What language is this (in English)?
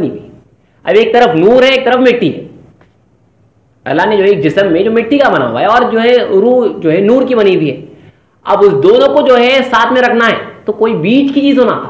Urdu